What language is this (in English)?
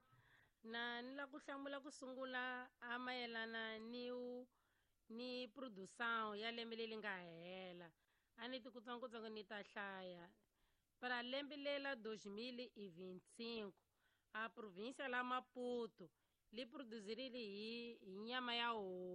Tsonga